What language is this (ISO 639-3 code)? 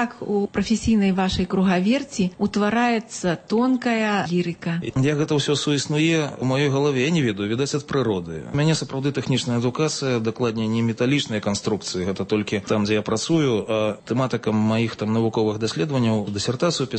bel